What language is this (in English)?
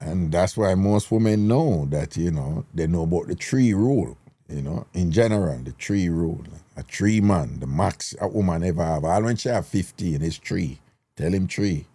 Jamaican Creole English